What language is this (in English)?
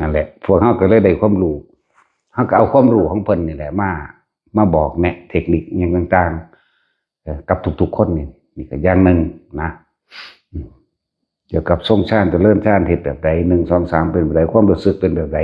Northeastern Thai